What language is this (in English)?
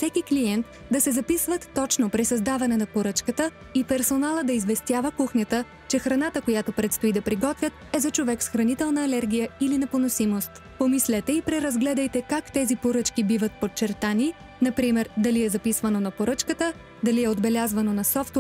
Bulgarian